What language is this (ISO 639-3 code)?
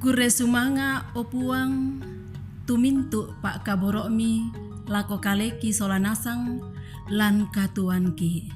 sda